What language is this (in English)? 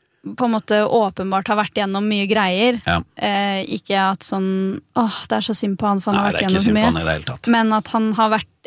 Norwegian